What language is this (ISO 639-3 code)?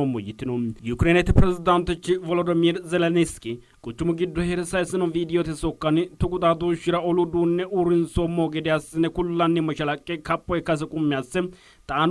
sid